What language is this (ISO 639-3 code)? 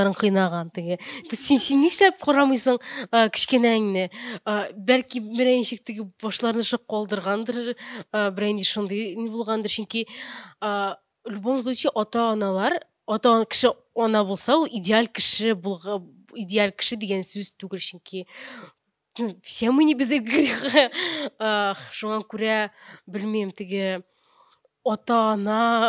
tat